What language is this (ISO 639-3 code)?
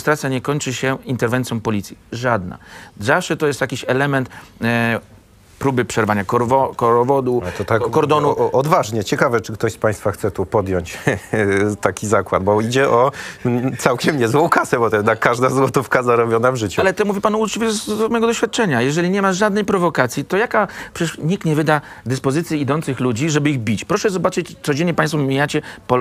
pol